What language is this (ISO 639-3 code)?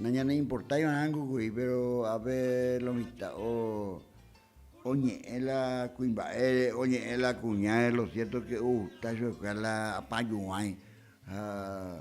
grn